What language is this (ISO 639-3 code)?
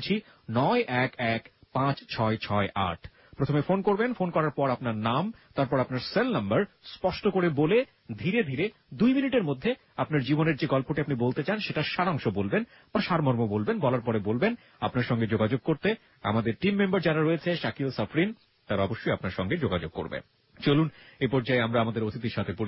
ben